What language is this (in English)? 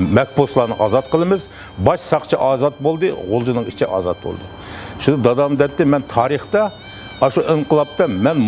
Uyghur